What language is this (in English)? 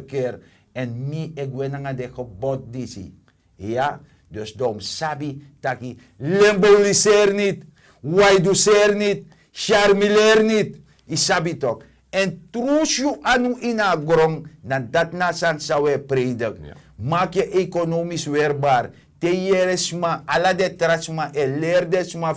Sranan Tongo